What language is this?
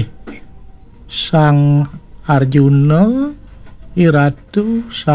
Balinese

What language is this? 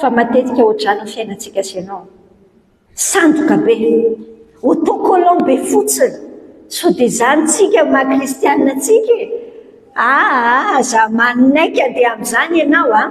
Malagasy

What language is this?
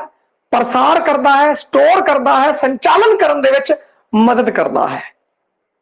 Punjabi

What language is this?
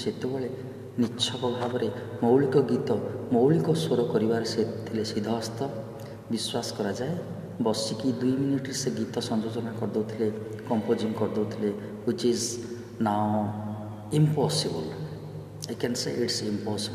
Odia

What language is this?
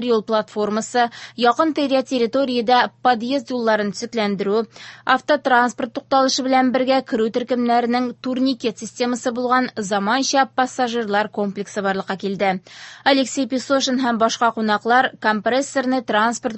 Tatar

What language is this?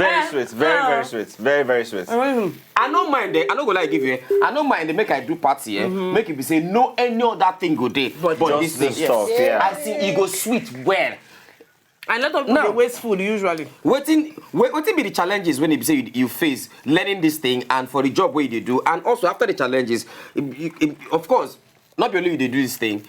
Nigerian Pidgin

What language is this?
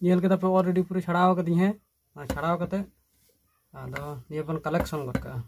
Santali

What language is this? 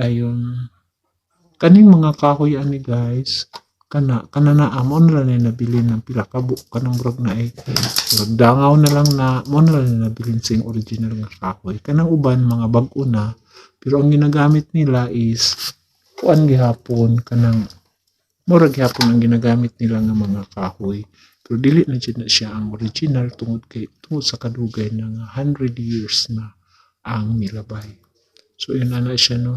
Cebuano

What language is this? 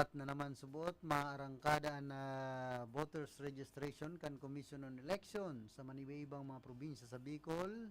Bikol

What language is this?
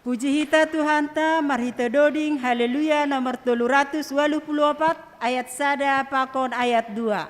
Batak Simalungun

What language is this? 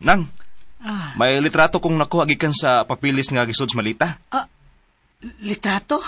Cebuano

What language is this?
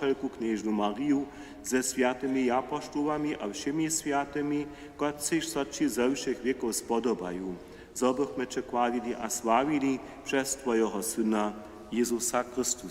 Upper Sorbian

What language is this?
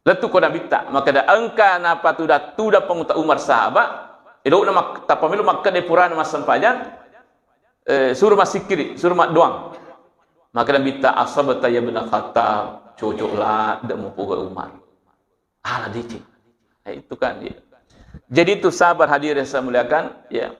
Buginese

